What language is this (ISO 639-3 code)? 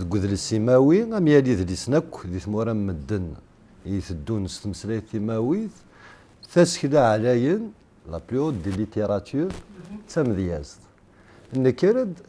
kab